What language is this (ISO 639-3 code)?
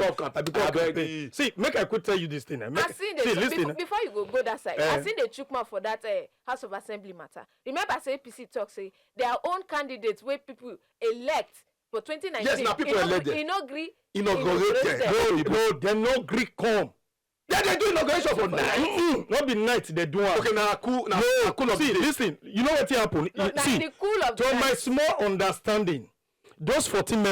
pcm